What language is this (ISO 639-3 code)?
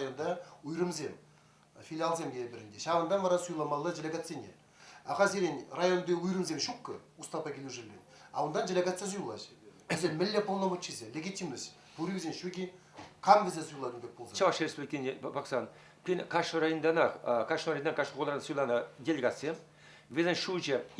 chv